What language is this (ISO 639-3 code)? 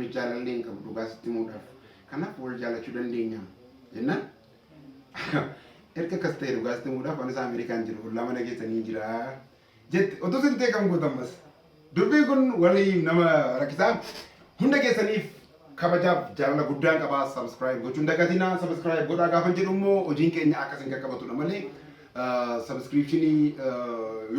orm